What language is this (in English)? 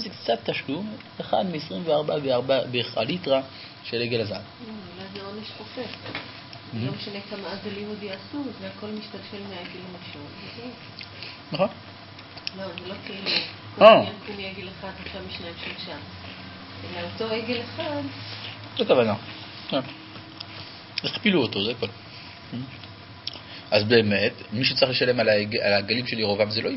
Hebrew